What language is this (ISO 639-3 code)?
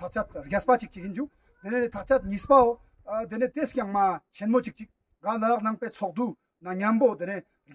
lbj